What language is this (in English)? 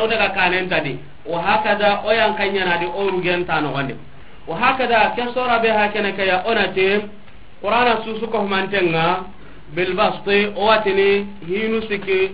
Soninke